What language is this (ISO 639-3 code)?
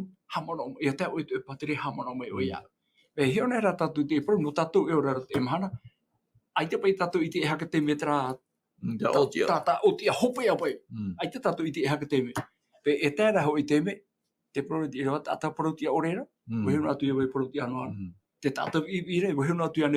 tah